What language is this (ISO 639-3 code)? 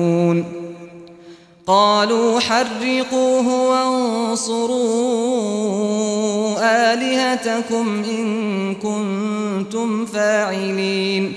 ara